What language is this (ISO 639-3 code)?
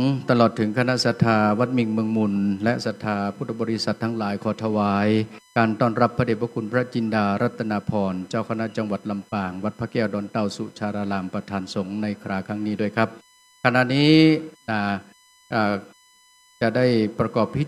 pli